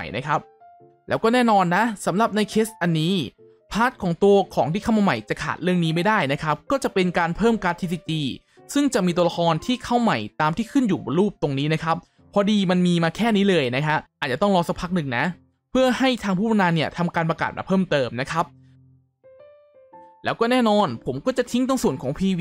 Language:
Thai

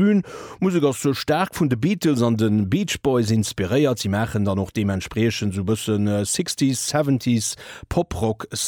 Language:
Luxembourgish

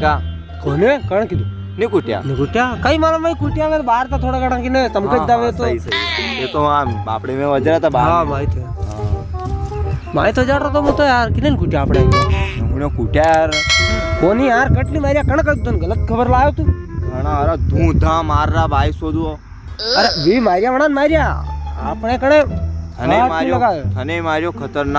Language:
Rajasthani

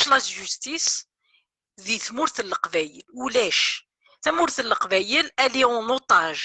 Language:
Kabyle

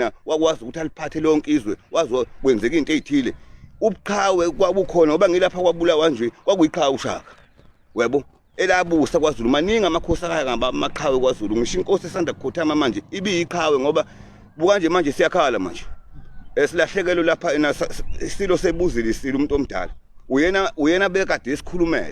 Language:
Zulu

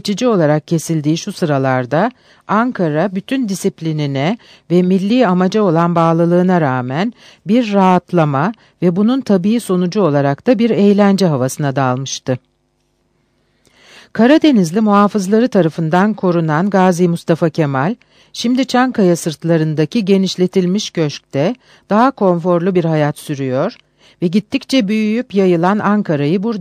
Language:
Turkish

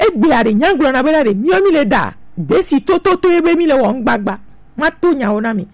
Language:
Gen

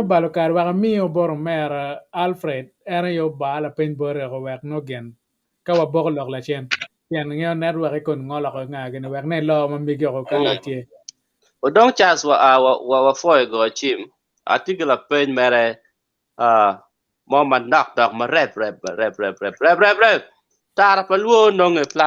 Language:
Acoli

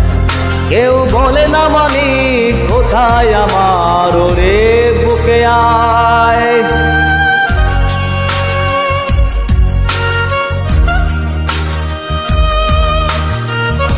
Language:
Bangla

